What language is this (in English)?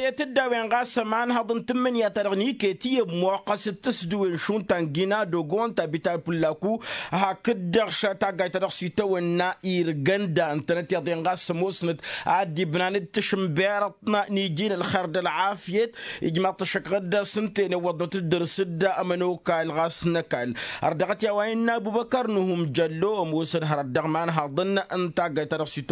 Tamasheq